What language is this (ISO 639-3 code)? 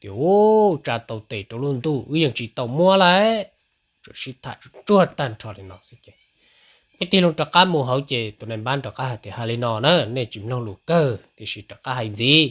hmn